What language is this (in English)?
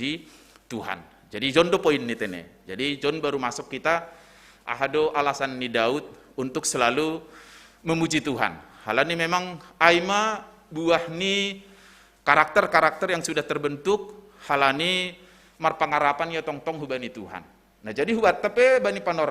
Batak Simalungun